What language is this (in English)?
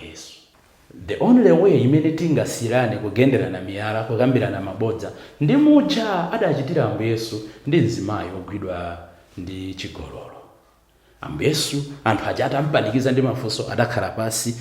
Nyanja